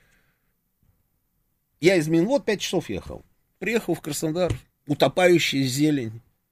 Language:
Russian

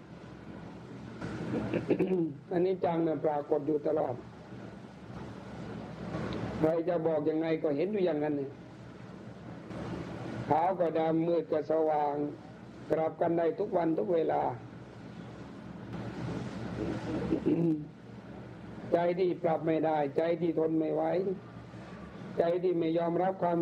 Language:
Thai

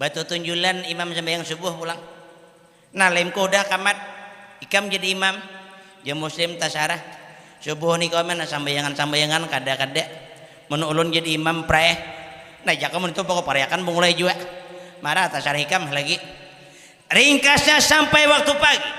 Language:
Banjar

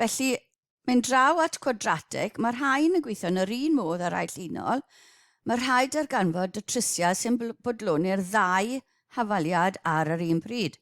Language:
Welsh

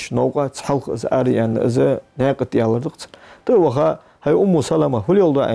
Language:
Ingush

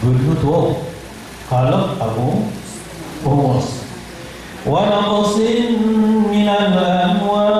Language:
Maranao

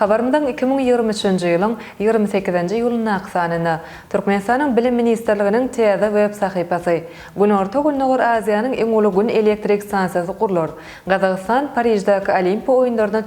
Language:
Turkmen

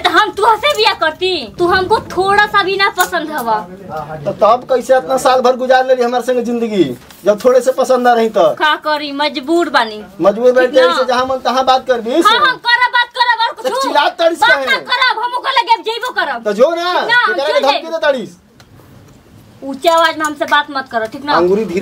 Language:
Bhojpuri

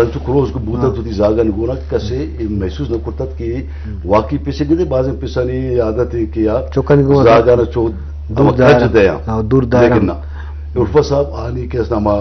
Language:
Eastern Balochi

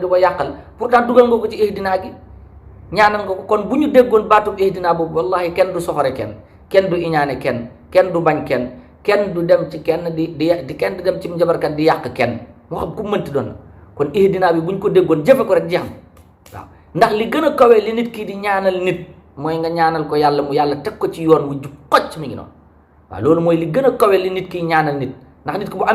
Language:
Wolof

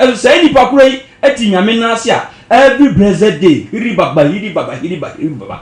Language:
Akan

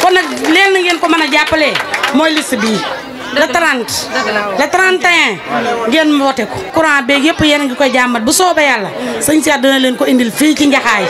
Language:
Wolof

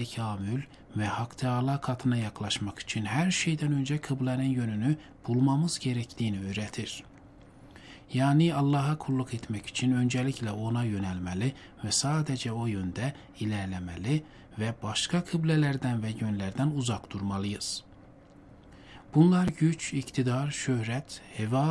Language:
Turkish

